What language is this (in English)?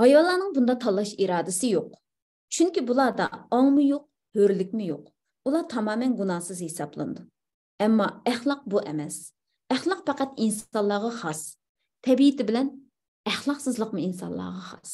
Uyghur